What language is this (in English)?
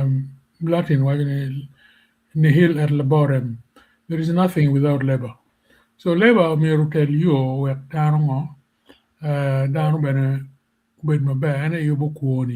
Acoli